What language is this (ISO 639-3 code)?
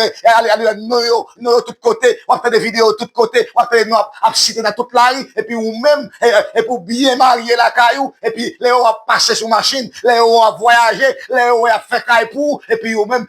hat